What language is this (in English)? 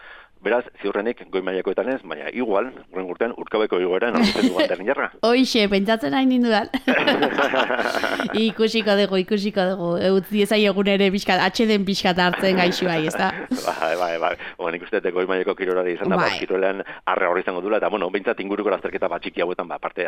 Basque